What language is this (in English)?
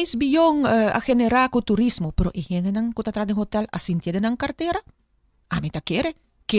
Papiamento